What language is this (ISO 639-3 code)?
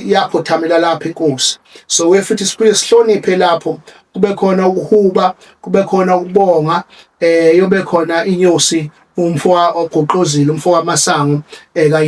zul